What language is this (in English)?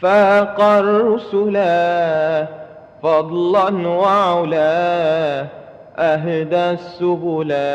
Madurese